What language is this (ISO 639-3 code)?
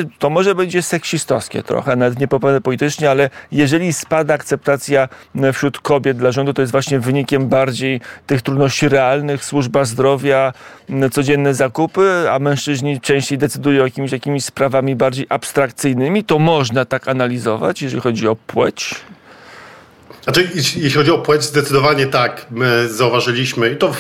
pol